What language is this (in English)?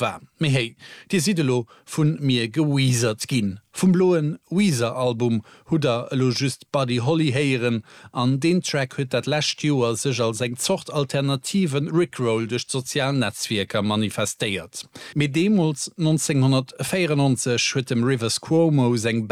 Luxembourgish